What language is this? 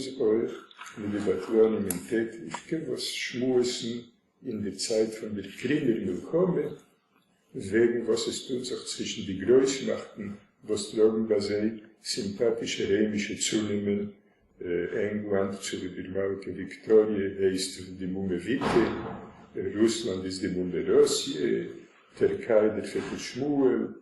Yiddish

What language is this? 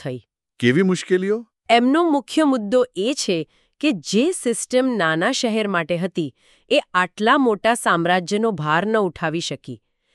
Gujarati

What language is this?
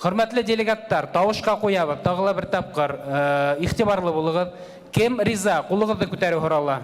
Bashkir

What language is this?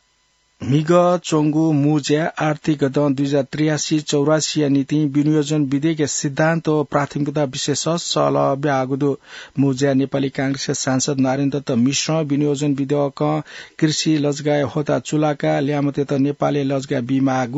Newari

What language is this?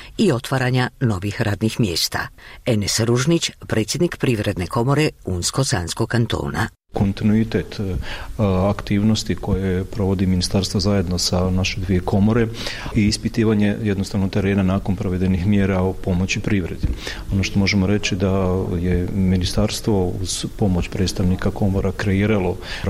Bosnian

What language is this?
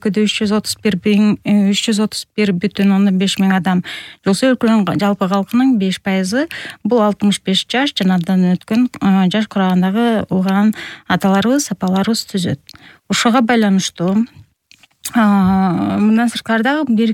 Kyrgyz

